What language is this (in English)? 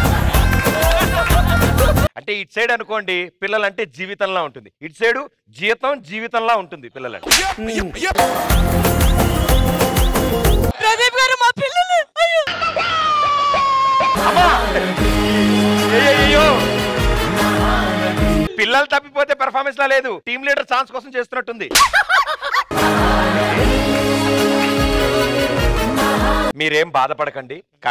Telugu